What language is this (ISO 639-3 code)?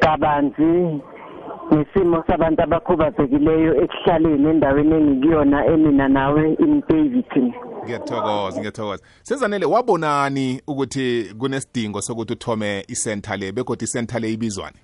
nbl